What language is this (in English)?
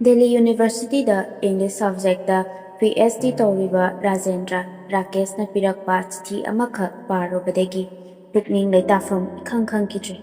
Manipuri